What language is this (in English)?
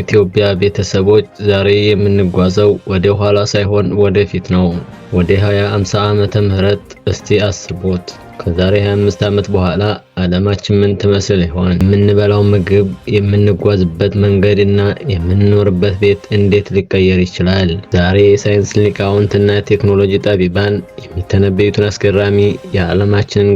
Amharic